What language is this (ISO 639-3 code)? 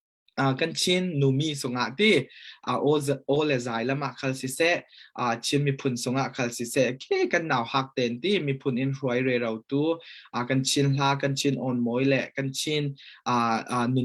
cfm